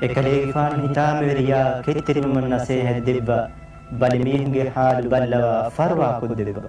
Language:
Divehi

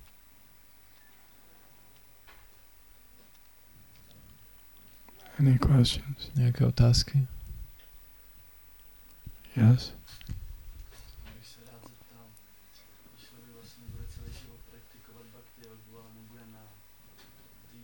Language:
Czech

